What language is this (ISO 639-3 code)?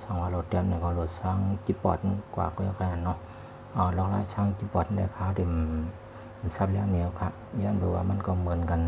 shn